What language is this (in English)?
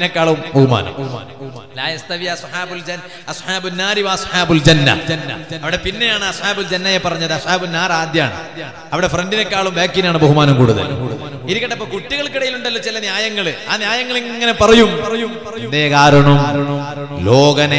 Malayalam